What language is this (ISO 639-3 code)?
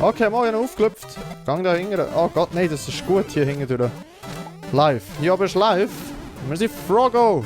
gsw